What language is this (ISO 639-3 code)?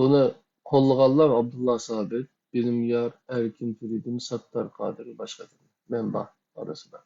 uig